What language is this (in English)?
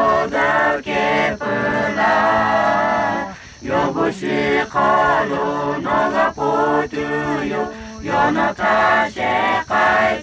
Lahu